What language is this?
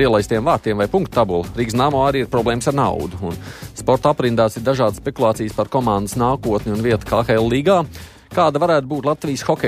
Latvian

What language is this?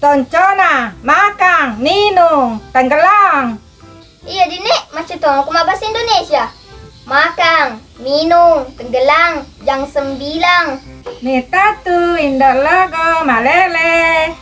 Buginese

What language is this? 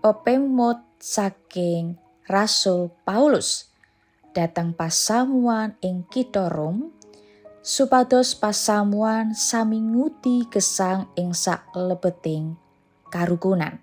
Javanese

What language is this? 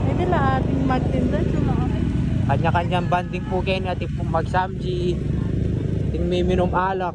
Pampanga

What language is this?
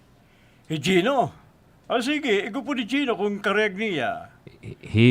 Waray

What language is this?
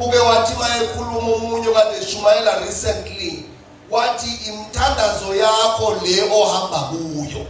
Zulu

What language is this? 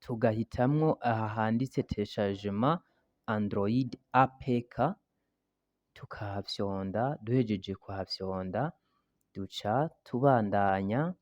Rundi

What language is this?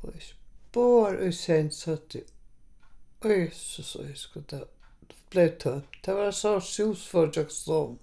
Faroese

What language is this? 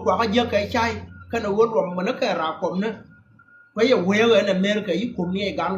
Nuer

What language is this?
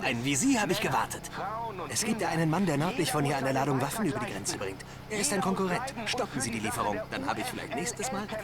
Bavarian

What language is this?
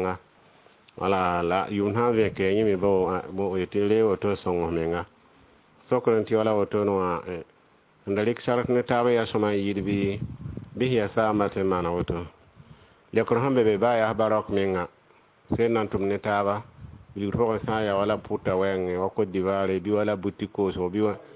Mossi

